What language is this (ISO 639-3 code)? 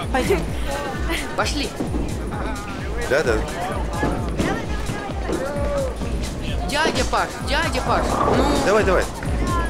rus